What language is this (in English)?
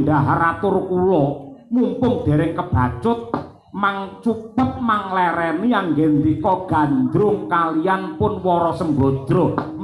Javanese